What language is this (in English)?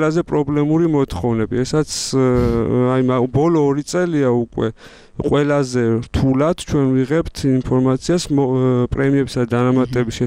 Georgian